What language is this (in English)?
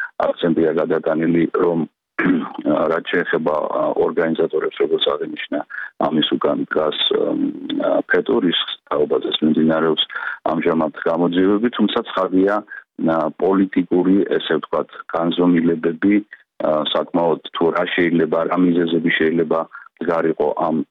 Georgian